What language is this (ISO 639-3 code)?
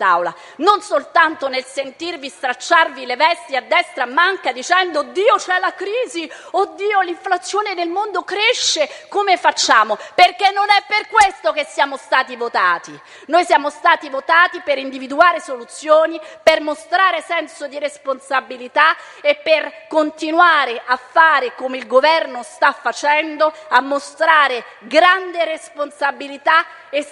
ita